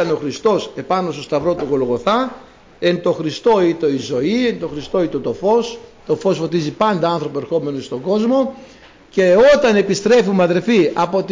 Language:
Greek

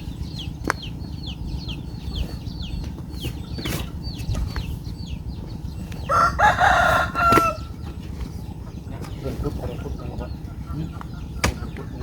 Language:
Lao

